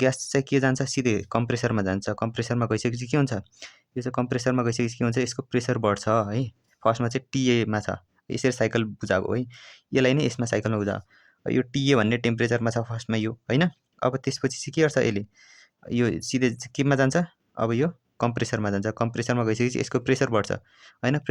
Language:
Nepali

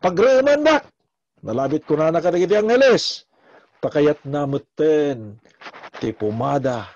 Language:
Iloko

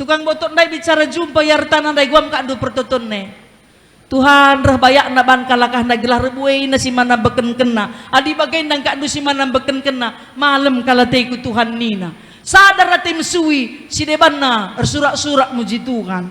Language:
Batak Karo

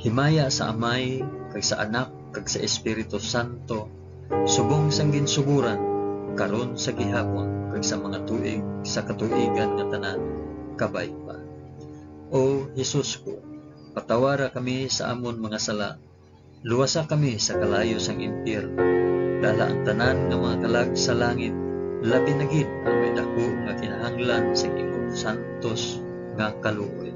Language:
Hiligaynon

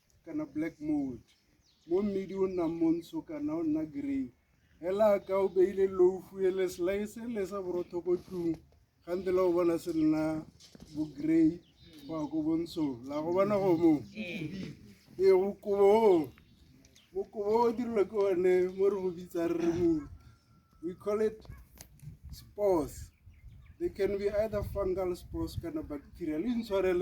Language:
Tswana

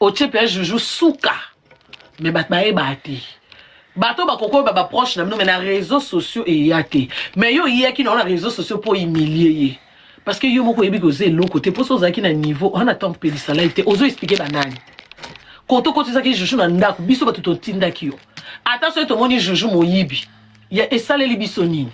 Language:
Lingala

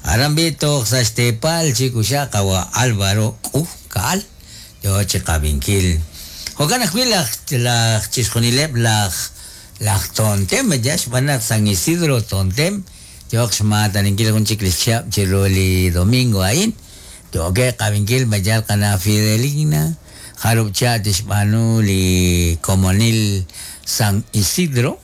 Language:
Kekchí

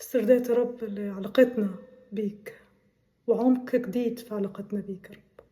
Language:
Egyptian Arabic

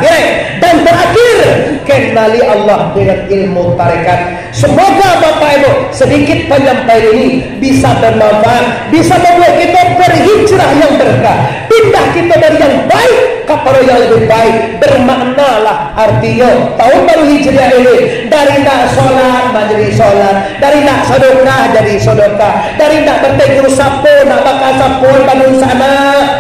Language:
Minangkabau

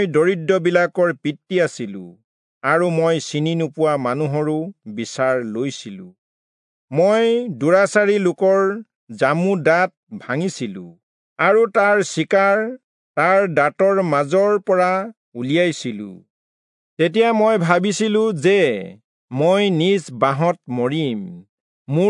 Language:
Assamese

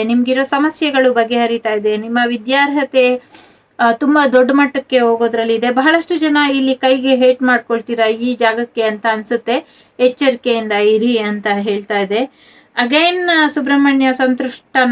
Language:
Kannada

